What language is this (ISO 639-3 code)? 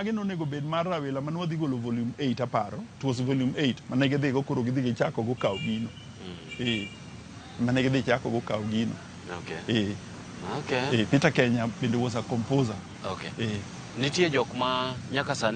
luo